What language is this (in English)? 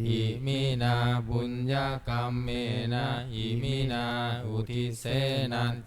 Pali